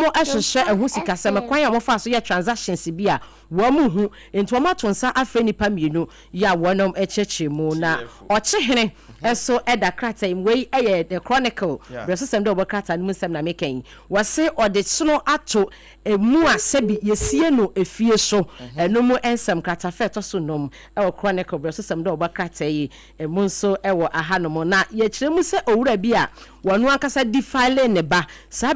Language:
Akan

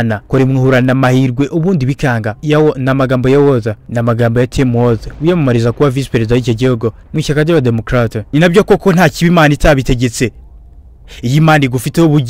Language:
Kinyarwanda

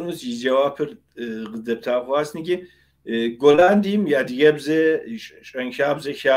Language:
Kabardian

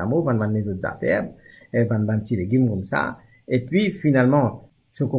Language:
Morisyen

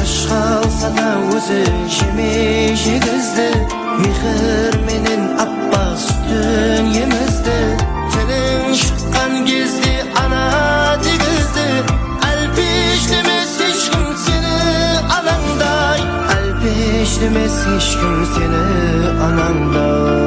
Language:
Kara-Kalpak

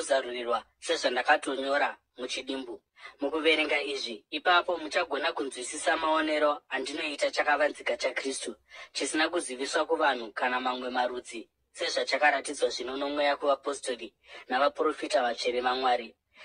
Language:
Shona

